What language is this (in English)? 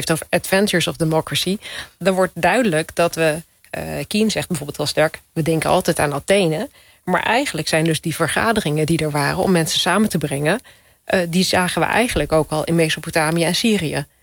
Dutch